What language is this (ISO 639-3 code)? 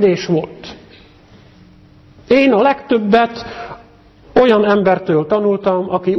hun